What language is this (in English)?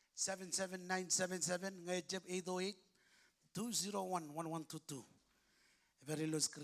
Marshallese